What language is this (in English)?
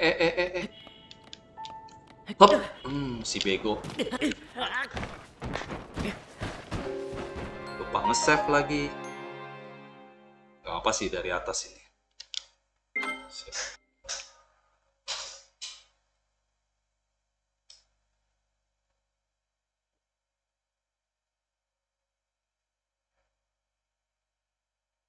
Indonesian